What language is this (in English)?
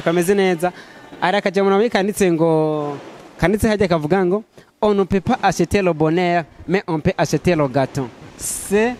Rundi